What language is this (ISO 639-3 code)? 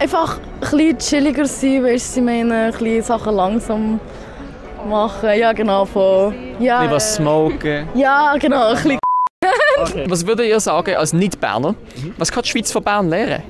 gsw